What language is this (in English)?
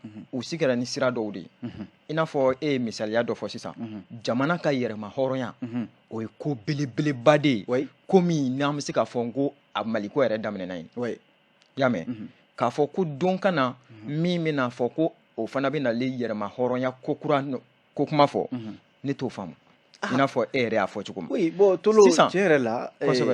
Bambara